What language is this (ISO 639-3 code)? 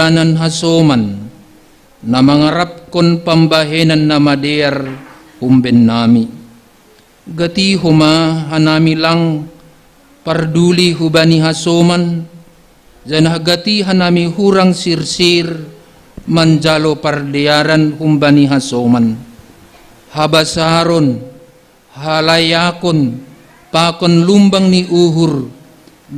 bts